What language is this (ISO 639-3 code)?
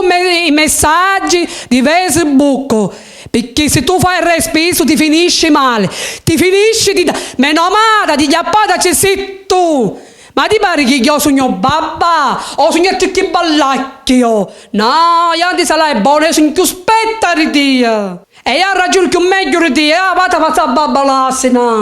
scn